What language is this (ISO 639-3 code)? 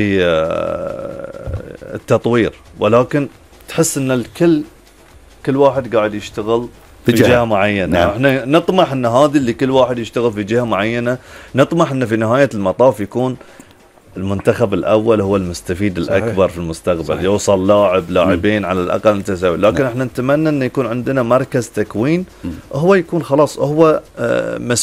afb